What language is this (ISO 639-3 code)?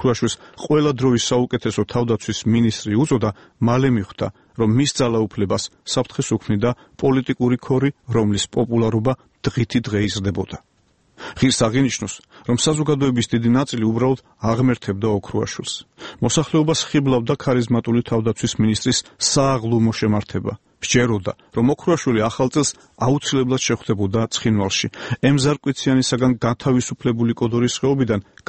kat